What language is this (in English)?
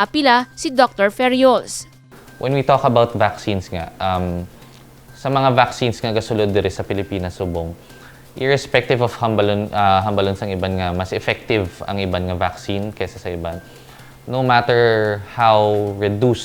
Hiligaynon